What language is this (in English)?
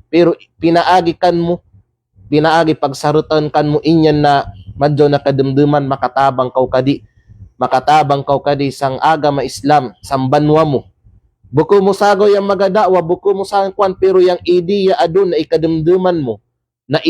Kalagan